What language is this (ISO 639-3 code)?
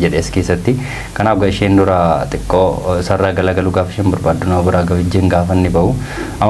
orm